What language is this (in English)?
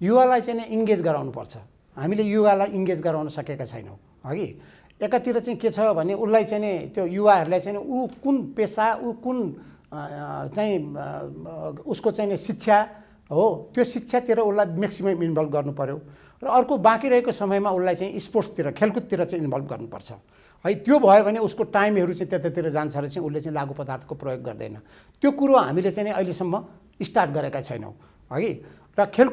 Nepali